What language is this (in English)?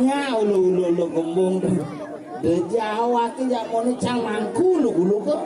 Balinese